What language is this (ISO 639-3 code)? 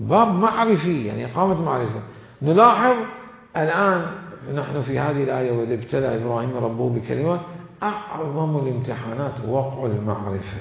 acm